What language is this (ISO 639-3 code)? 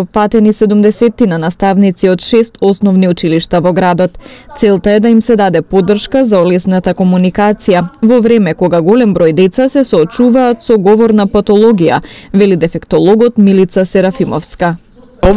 mkd